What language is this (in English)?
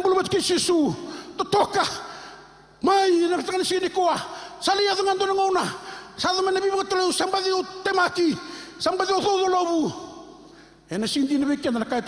Fijian